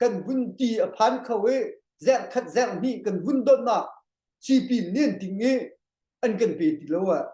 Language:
Hakha Chin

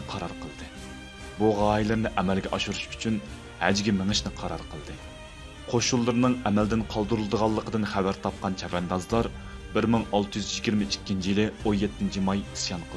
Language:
Uyghur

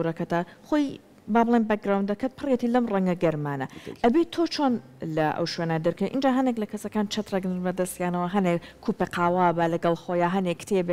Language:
Central Kurdish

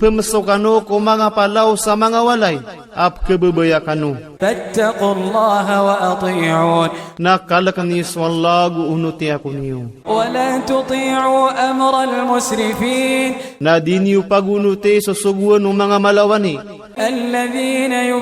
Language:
Iranun (Philippines)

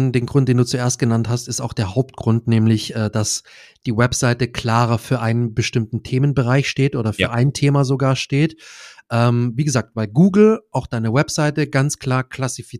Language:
German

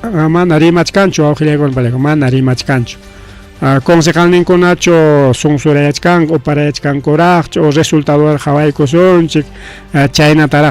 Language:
Ayacucho Quechua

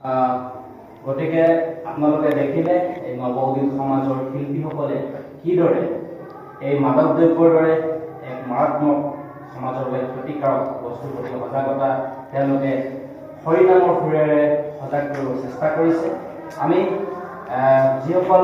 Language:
Assamese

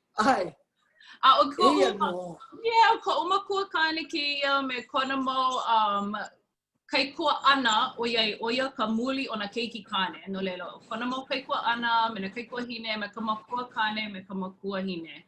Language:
Hawaiian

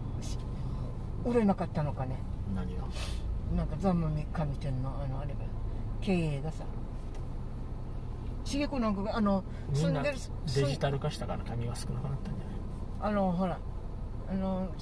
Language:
Japanese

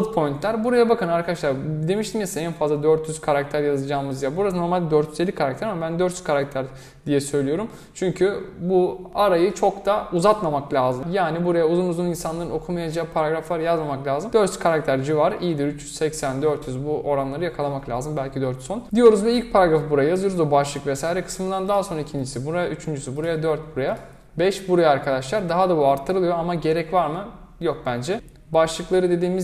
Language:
Turkish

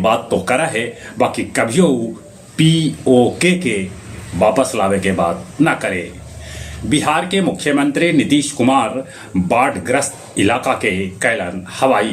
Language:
Magahi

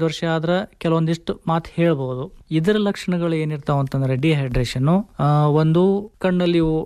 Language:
Kannada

